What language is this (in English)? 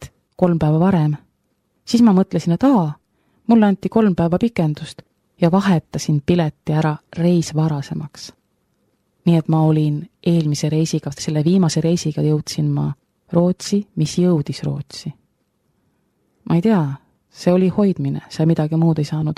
Estonian